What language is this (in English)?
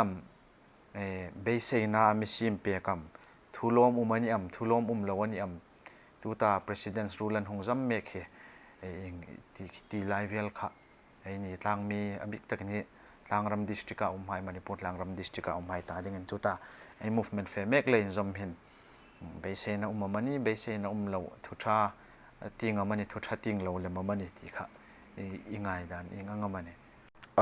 Hmar